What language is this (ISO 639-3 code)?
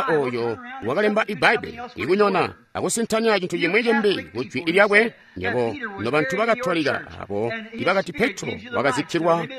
toi